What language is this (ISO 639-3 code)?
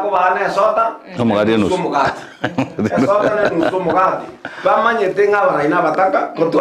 guz